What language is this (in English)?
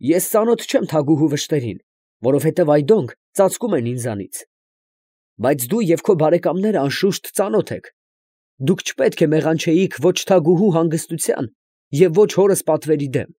Armenian